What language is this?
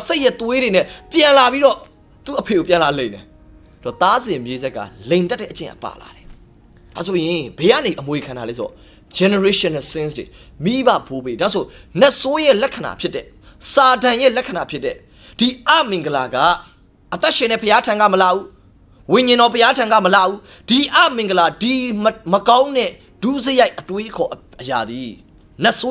Burmese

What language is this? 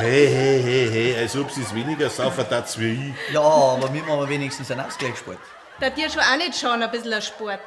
Bavarian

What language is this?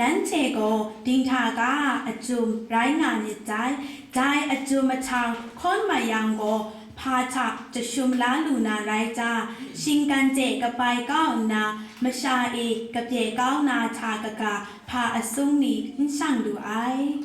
Kachin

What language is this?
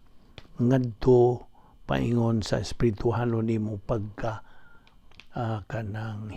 Cebuano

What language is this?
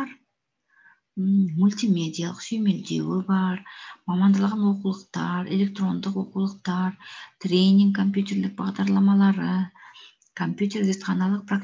Kazakh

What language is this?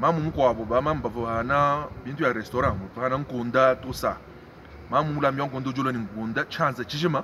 Luba-Lulua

